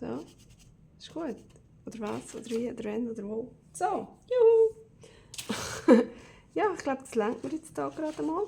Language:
Swiss German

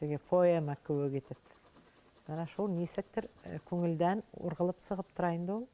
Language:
Bashkir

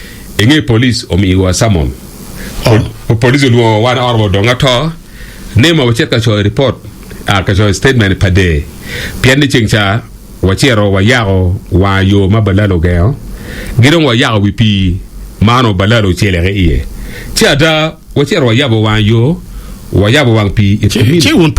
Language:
Acoli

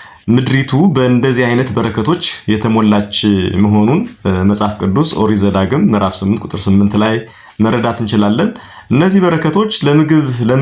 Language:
Amharic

